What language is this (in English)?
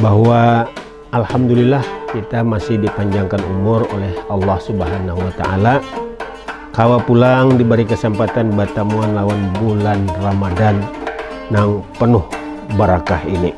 Banjar